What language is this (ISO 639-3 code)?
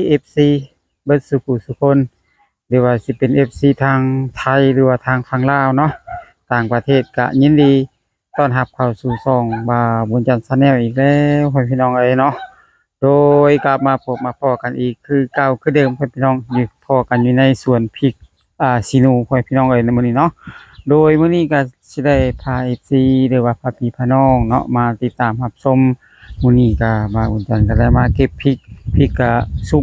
lao